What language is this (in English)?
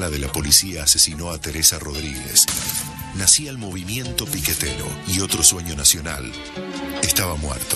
Spanish